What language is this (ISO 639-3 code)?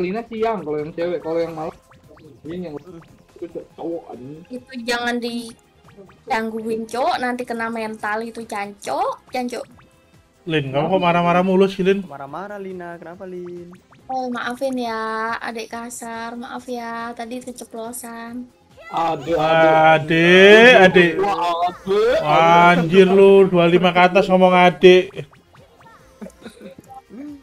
ind